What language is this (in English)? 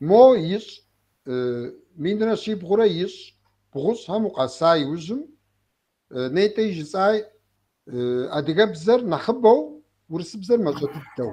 Kabardian